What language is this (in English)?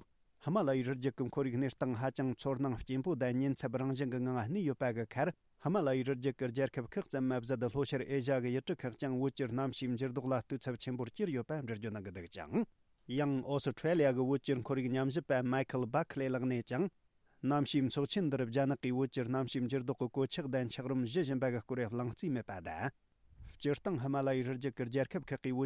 Tibetan